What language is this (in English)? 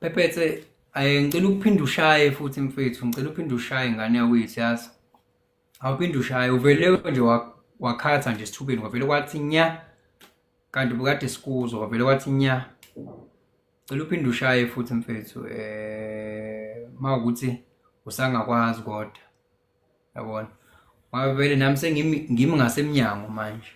Zulu